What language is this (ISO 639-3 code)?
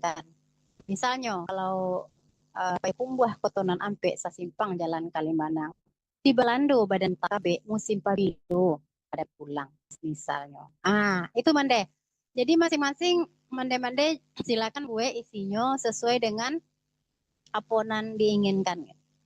min